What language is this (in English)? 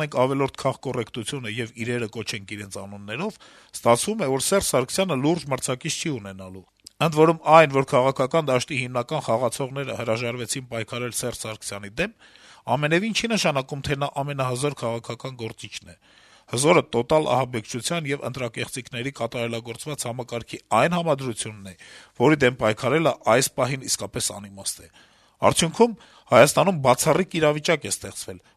Armenian